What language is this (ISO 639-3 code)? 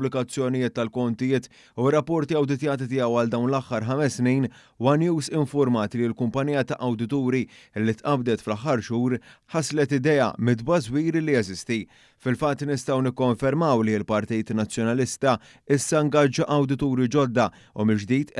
mlt